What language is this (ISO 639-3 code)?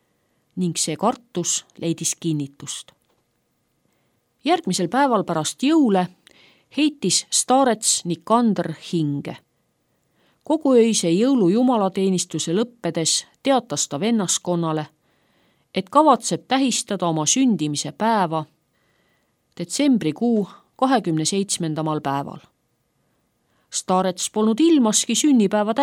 est